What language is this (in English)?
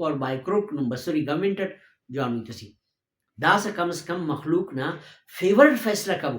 Brahui